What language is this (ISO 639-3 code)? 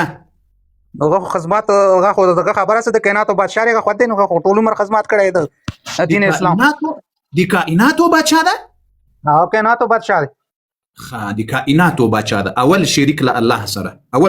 pus